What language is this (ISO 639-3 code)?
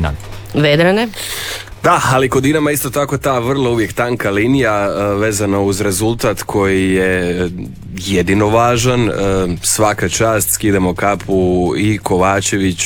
hrv